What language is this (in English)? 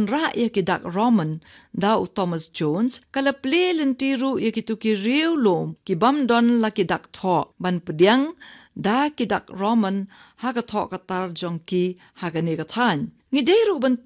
Khasi